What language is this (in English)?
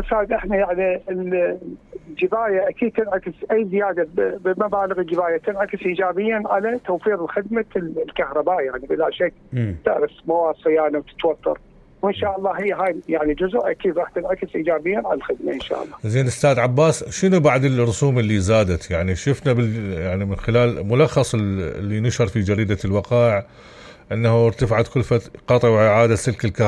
Mesopotamian Arabic